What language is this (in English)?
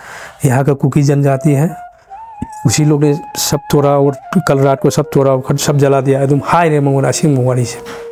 Manipuri